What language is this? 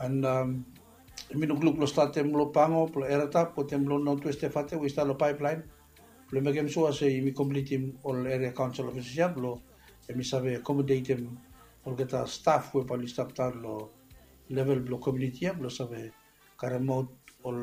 Bislama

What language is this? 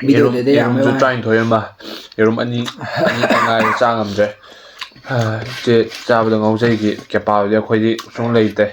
Manipuri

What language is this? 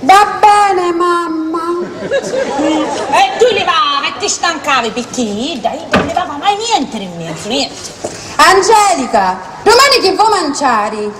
Sicilian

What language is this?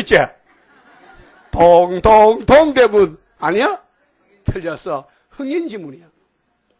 Korean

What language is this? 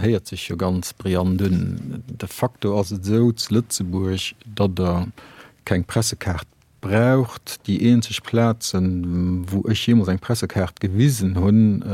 Luxembourgish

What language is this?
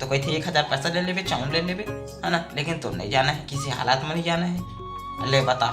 Chhattisgarhi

